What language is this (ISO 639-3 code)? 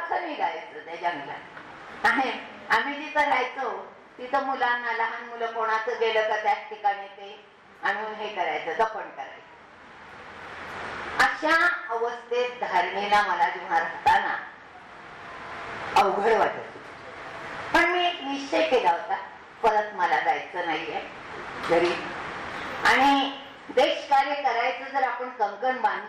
mar